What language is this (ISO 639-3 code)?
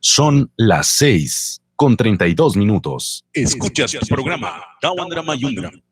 miq